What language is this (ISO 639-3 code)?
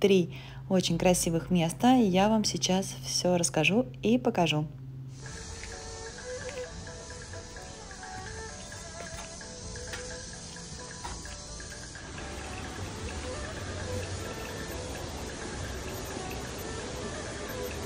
rus